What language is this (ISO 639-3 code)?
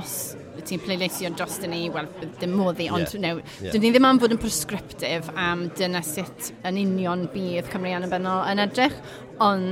cym